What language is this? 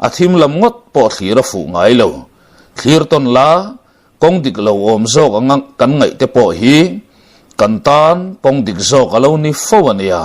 Mizo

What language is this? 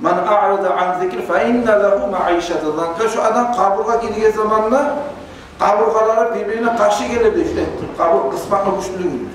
Kumyk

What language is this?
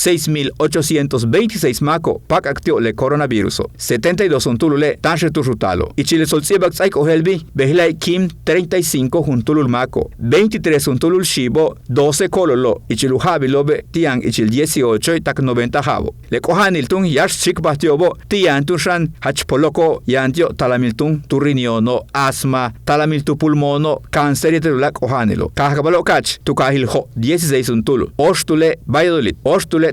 Yucateco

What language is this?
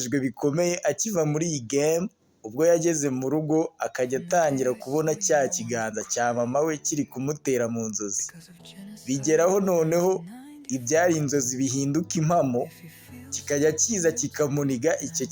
Kinyarwanda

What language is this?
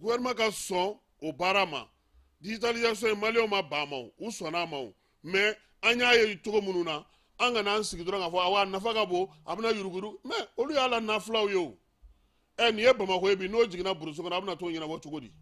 Bambara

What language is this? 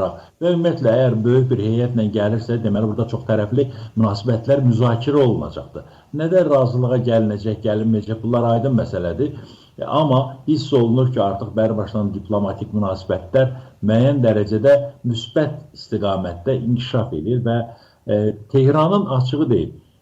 Azerbaijani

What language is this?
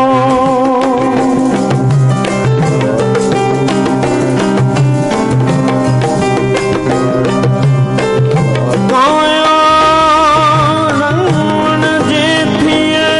Punjabi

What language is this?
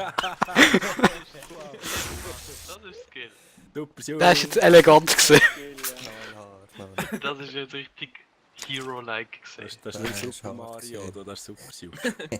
Swiss German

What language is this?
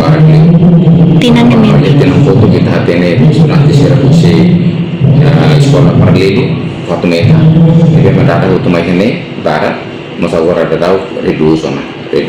Tetum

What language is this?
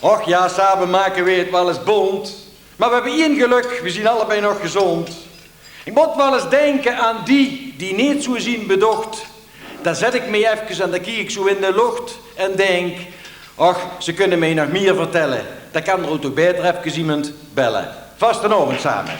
Limburgish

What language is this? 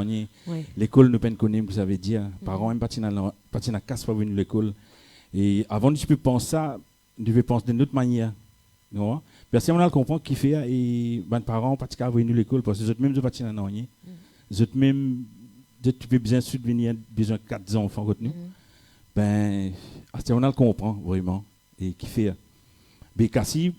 Morisyen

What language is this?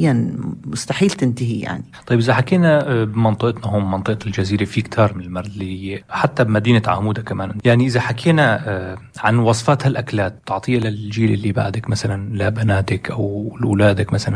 North Levantine Arabic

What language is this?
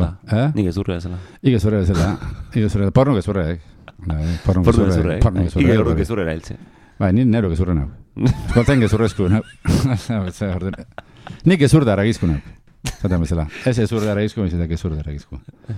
Basque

